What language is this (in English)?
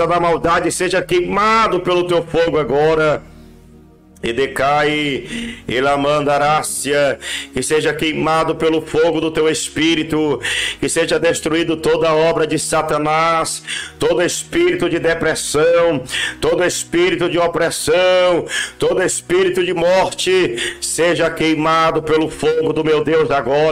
Portuguese